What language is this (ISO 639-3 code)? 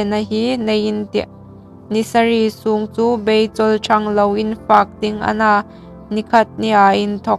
hmr